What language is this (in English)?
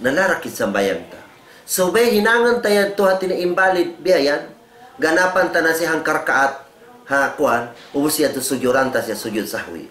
Tausug